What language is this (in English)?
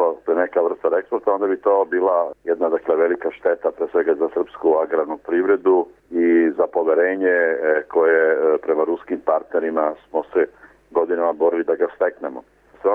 Serbian